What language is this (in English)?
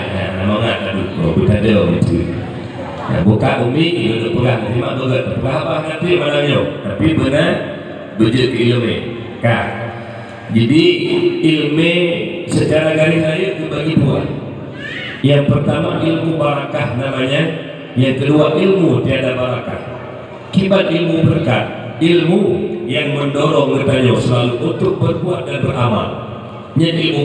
Achinese